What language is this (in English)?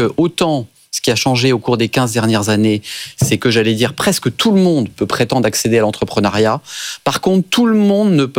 French